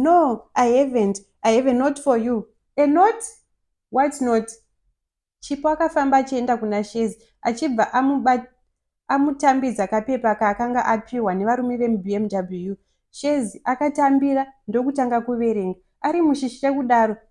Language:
Shona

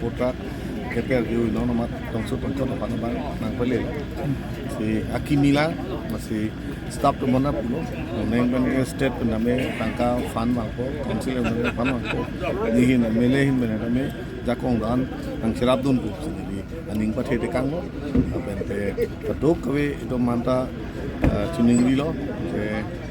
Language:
Karbi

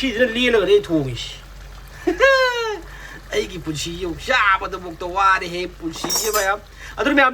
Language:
Manipuri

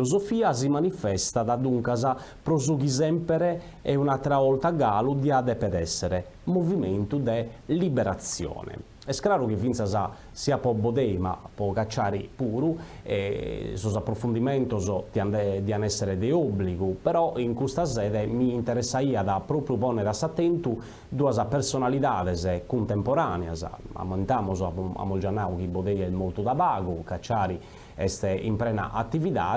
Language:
Sardinian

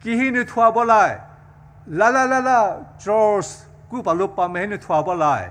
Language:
Poumei Naga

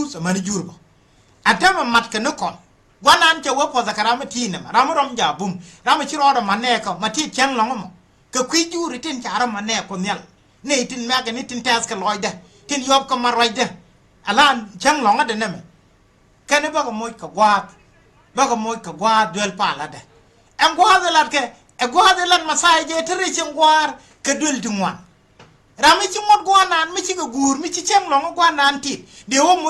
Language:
Nuer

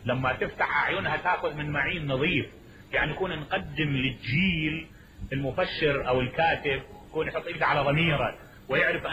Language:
Mesopotamian Arabic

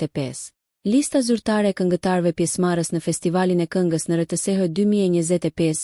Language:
Albanian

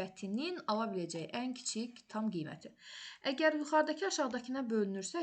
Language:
Azerbaijani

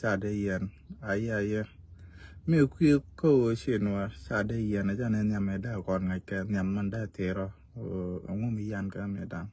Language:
Nuer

